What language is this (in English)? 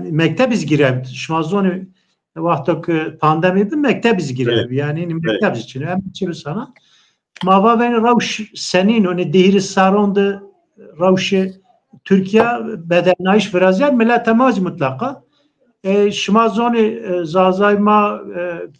Zaza